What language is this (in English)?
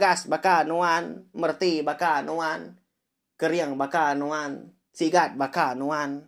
Iban